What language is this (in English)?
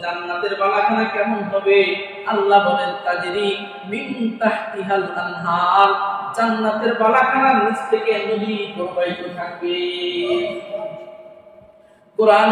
Bangla